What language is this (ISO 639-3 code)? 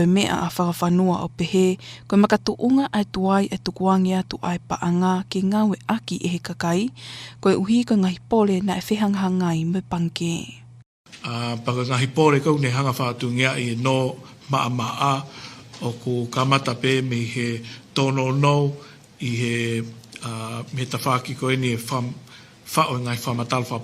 ton